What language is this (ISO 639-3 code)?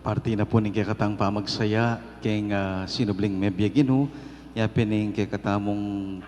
pam